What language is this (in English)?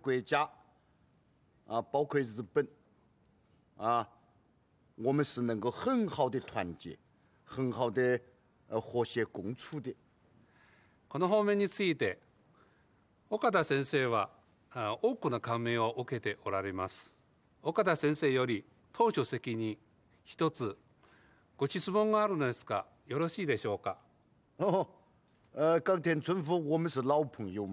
Chinese